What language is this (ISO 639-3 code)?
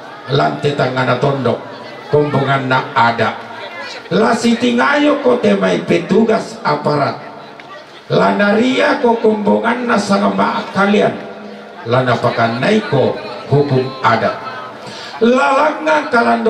sda